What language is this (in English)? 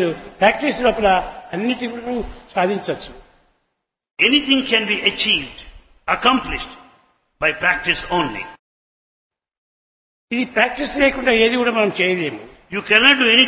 Telugu